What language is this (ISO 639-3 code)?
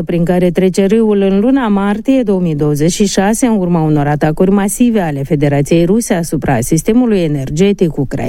ron